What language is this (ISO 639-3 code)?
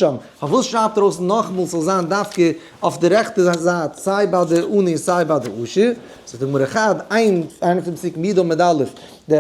yid